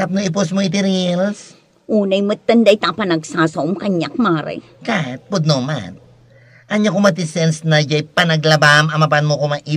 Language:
Iloko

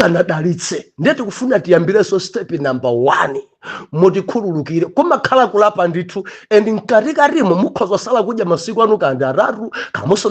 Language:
Nyanja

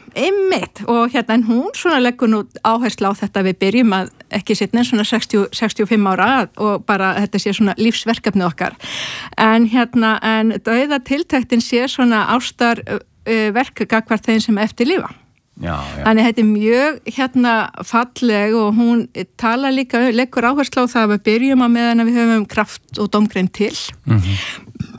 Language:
Icelandic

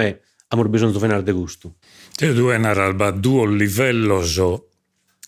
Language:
Sardinian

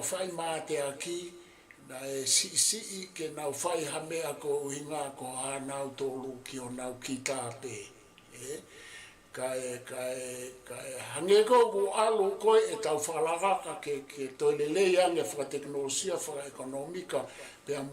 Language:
Tongan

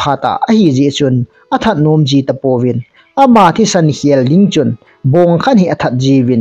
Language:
Thado Chin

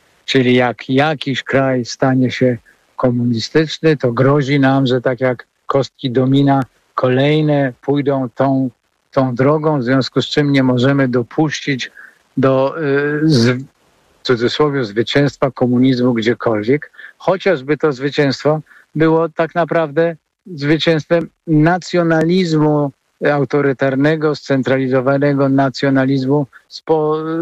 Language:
Polish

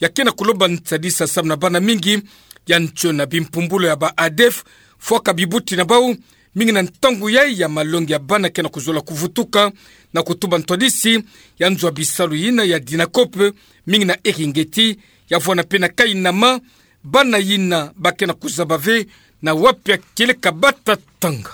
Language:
Kituba (Democratic Republic of Congo)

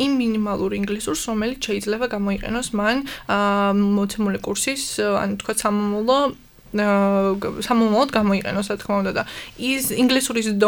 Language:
Georgian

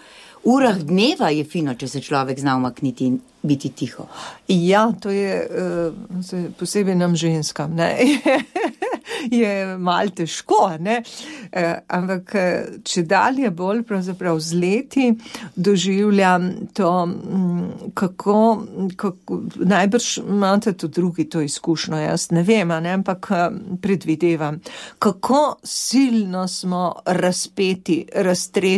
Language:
Slovenian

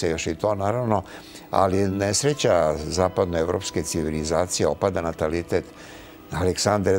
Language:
Serbian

